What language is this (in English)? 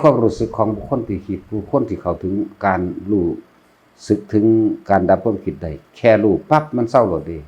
Northeastern Thai